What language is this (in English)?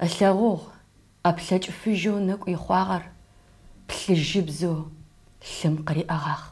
Adyghe